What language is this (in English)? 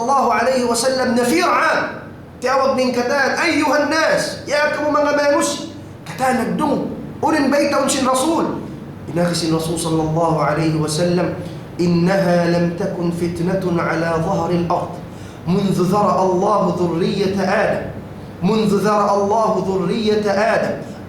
Tausug